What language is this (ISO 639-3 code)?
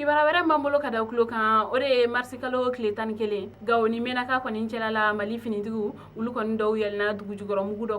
bam